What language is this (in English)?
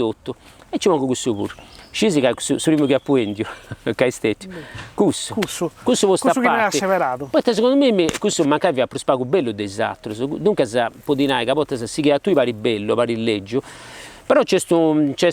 Sardinian